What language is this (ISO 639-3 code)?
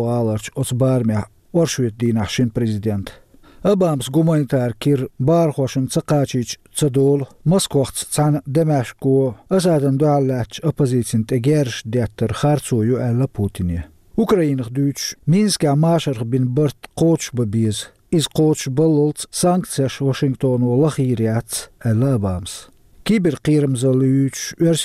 che